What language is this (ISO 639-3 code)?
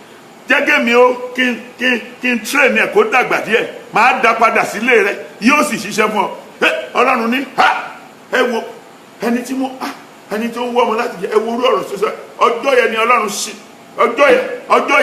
yor